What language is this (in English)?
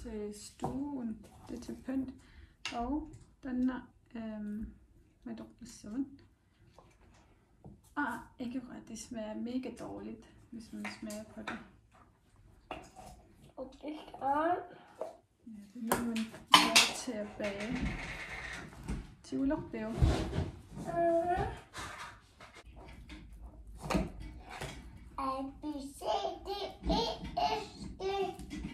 Danish